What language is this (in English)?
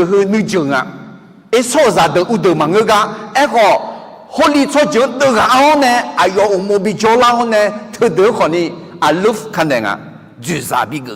Akha